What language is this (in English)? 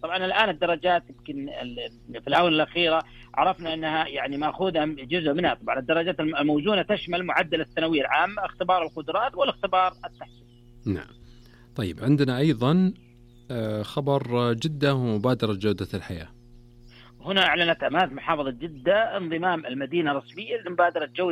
Najdi Arabic